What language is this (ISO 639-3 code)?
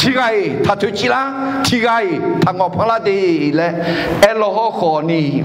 ahk